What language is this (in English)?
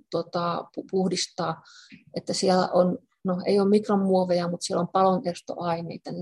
Finnish